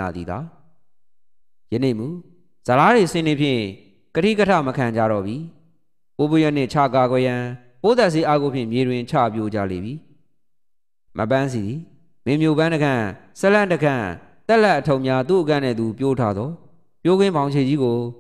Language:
Burmese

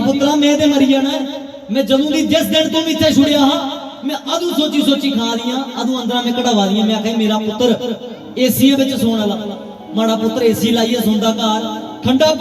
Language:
Dogri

